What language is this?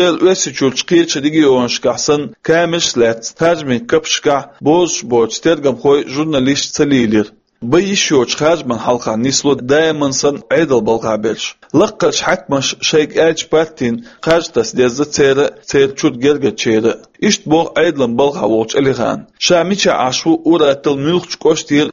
Chechen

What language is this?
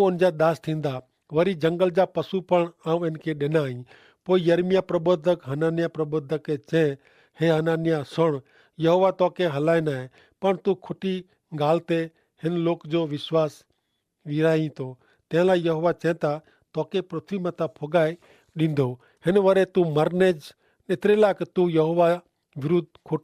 Kachhi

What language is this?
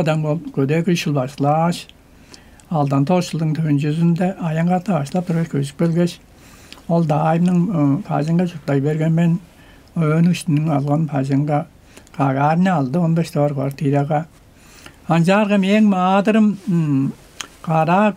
Tuvinian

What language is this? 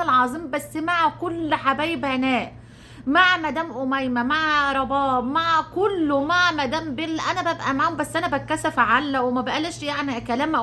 Egyptian Arabic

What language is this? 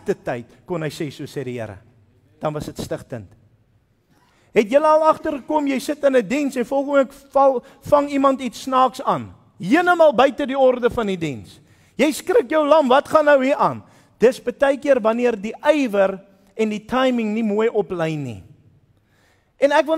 Afrikaans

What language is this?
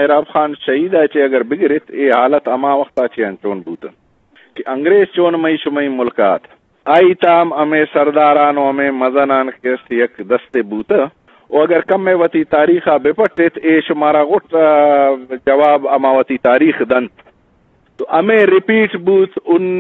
Eastern Balochi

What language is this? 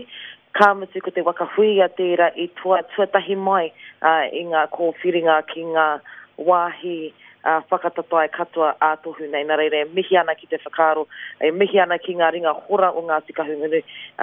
Māori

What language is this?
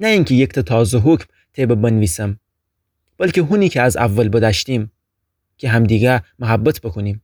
Gilaki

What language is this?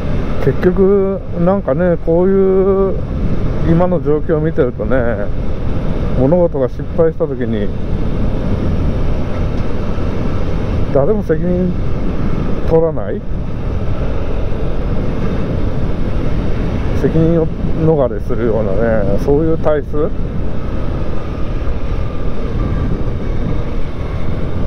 Japanese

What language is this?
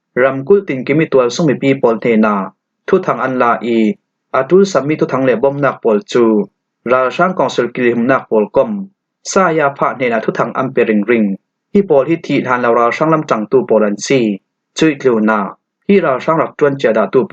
Falam Chin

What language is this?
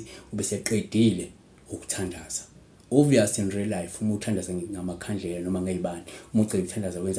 Zulu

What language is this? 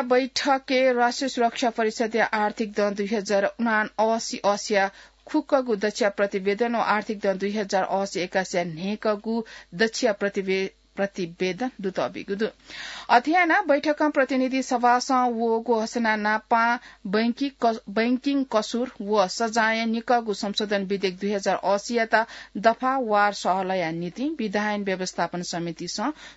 Newari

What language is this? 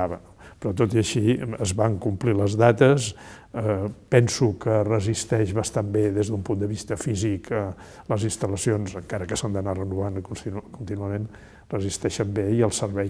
Catalan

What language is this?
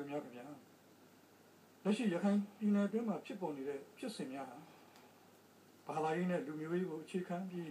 Burmese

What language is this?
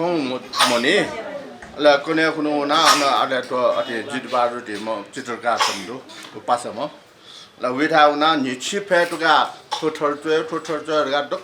Newari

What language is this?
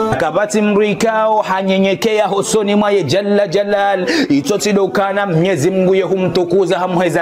Ngazidja Comorian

